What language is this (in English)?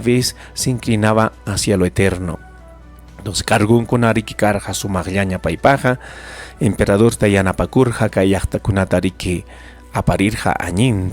Ayacucho Quechua